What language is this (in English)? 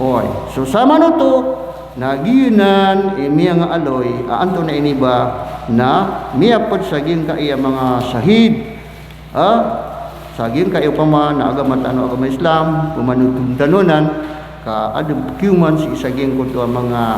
Maranao